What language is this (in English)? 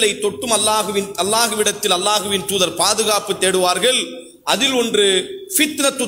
Tamil